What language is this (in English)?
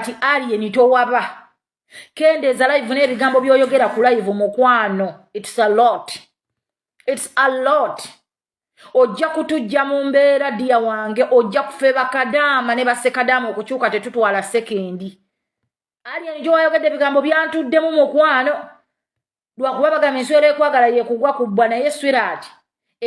Ganda